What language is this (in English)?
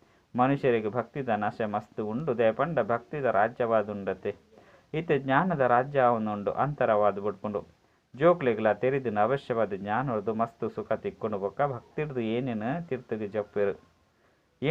Tulu